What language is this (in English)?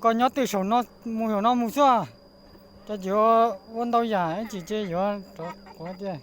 Hmong